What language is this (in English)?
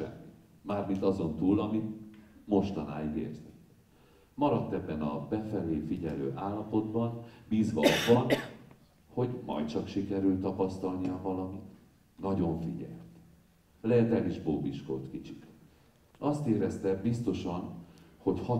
Hungarian